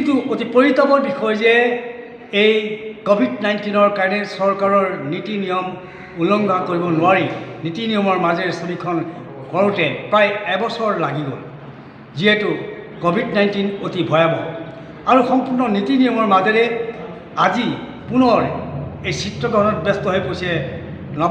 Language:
Assamese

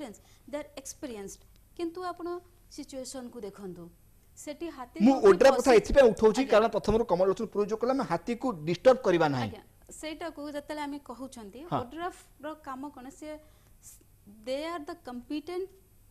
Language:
Odia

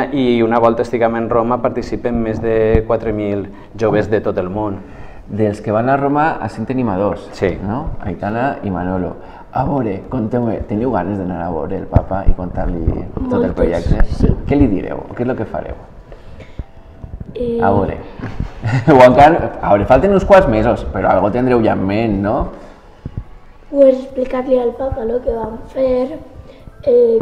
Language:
Catalan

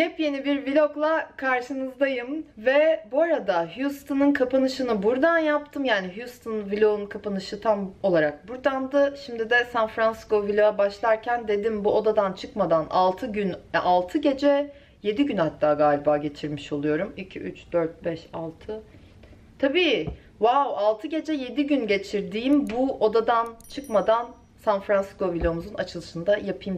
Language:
Turkish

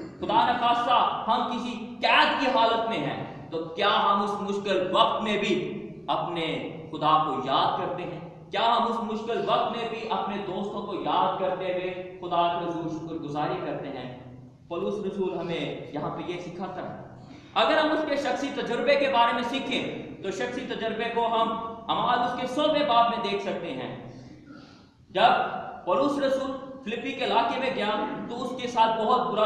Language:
Urdu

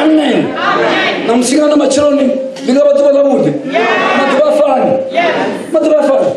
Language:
Venda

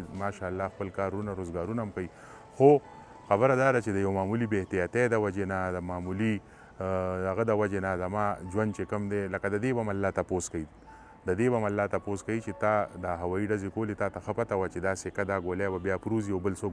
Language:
Pashto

